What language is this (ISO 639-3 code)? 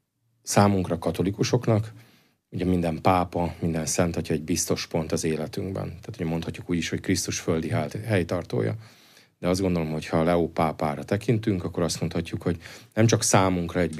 hun